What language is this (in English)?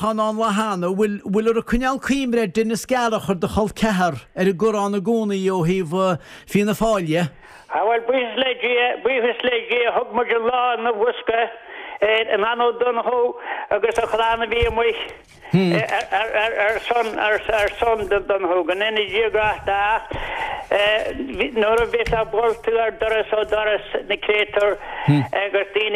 Irish